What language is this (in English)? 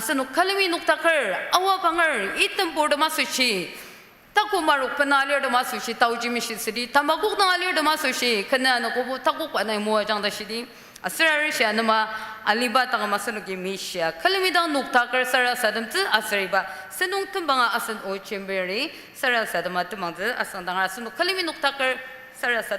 Ao Naga